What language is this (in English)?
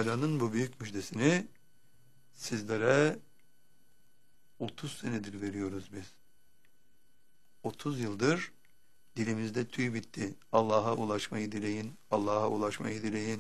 Turkish